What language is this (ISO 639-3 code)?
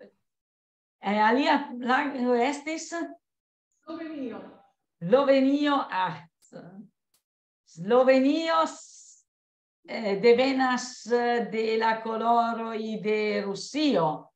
epo